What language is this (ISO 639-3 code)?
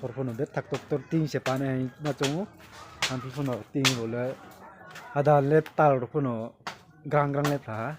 ria